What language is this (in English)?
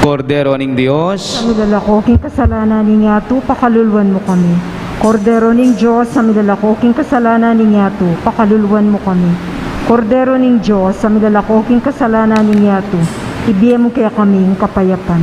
Pampanga